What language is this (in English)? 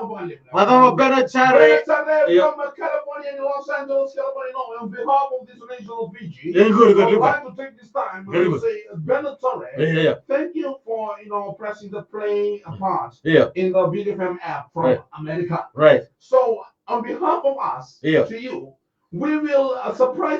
Fijian